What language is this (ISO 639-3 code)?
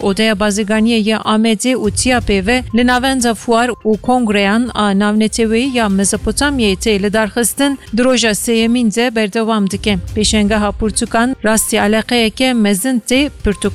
kur